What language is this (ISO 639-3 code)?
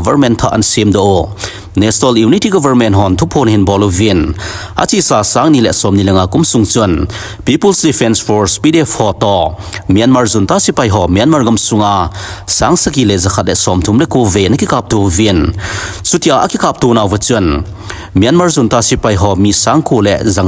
tcz